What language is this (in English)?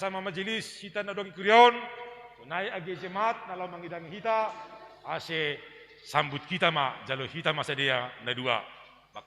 Batak Simalungun